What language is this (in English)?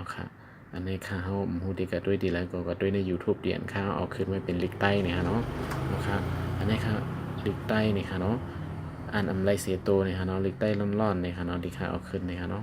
Shan